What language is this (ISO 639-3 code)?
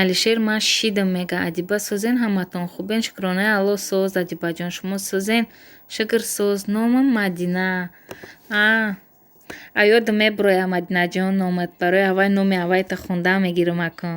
tgk